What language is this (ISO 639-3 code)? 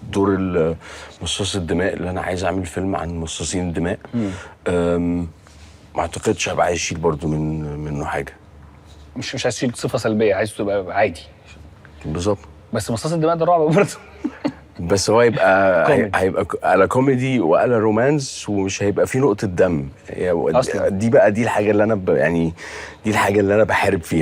arz